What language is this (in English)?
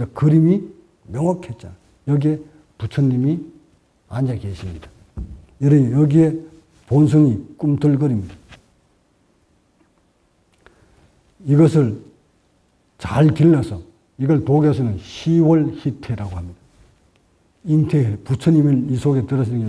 Korean